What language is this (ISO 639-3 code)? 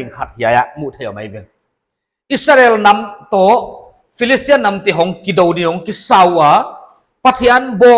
pck